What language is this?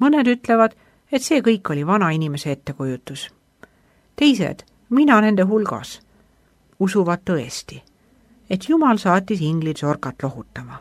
Estonian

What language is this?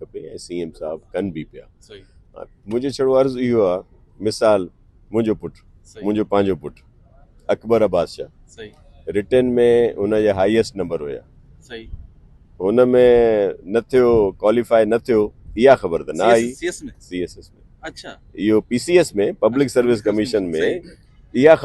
Sindhi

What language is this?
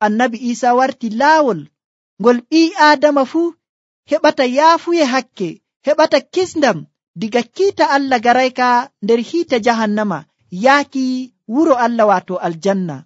Nigerian Fulfulde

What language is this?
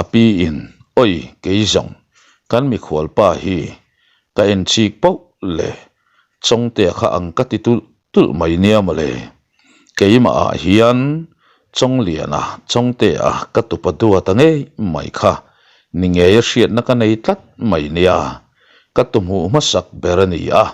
Mizo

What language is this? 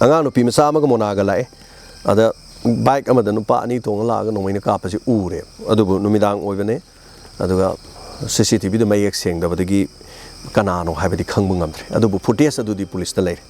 Manipuri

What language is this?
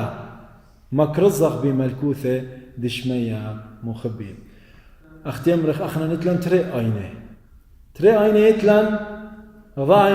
Assyrian Neo-Aramaic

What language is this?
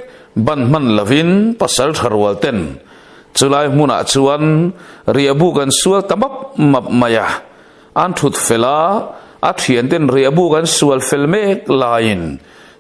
Mizo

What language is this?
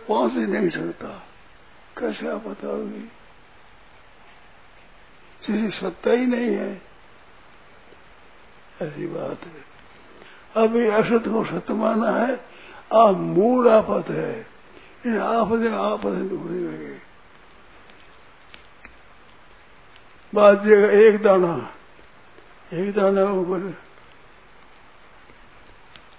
Hindi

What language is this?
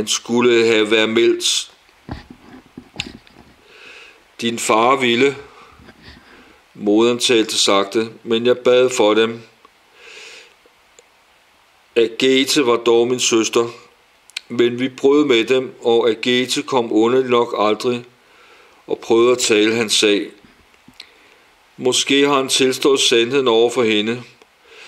Danish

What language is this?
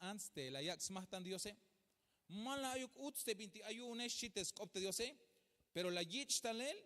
Tzeltal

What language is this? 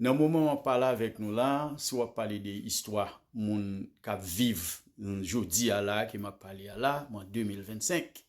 Haitian Creole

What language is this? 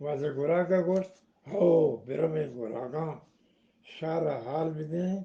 Eastern Balochi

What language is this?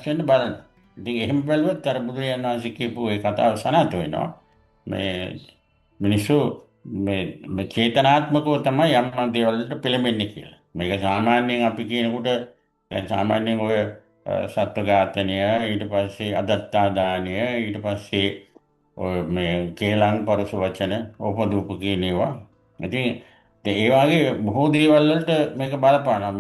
Sinhala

